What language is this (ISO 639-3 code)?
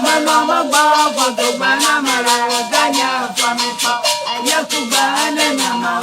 ewe